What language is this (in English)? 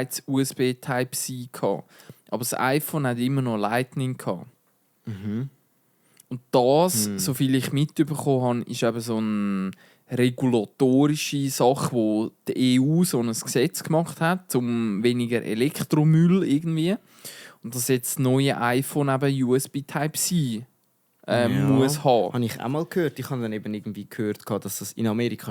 Swiss German